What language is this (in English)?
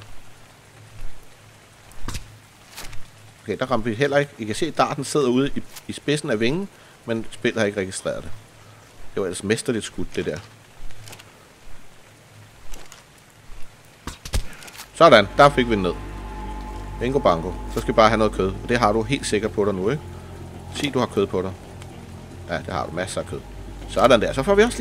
Danish